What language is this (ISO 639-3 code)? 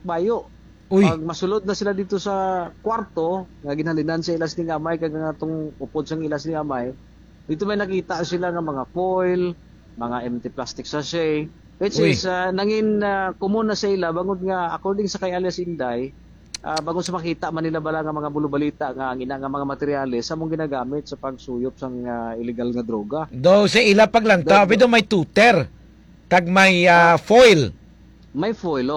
hil